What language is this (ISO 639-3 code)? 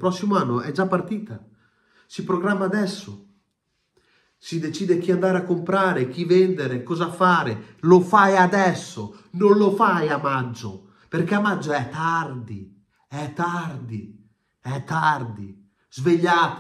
ita